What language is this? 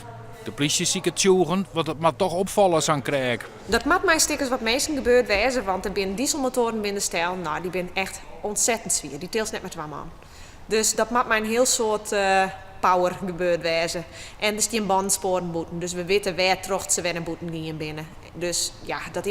Western Frisian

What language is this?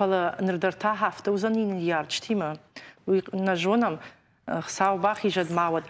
Ossetic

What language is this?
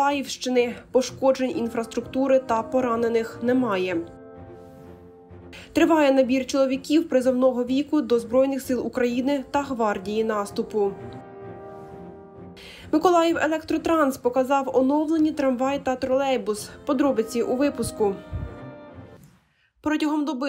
Ukrainian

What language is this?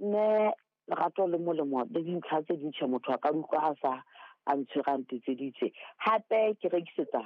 Southern Sotho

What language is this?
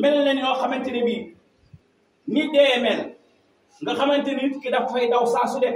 Wolof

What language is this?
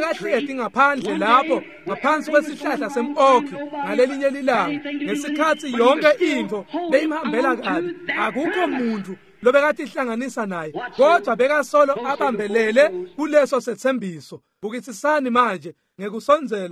Swati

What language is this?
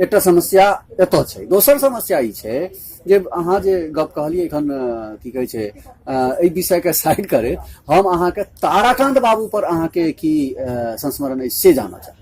Maithili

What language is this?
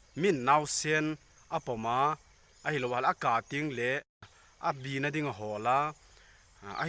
Thado Chin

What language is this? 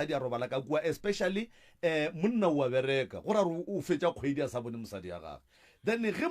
Northern Sotho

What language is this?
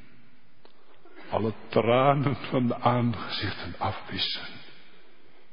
Dutch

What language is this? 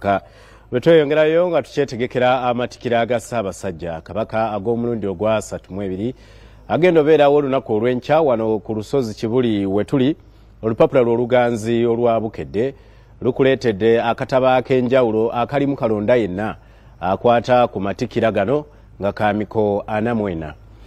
Ganda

